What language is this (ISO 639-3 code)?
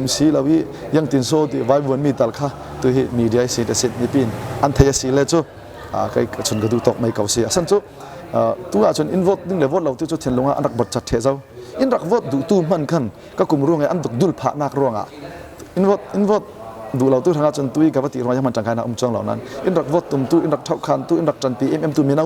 cfm